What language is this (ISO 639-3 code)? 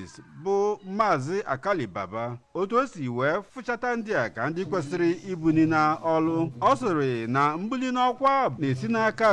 ibo